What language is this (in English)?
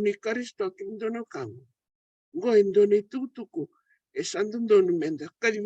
Fijian